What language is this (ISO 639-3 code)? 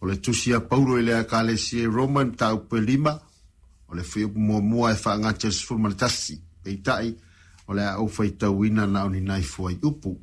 smo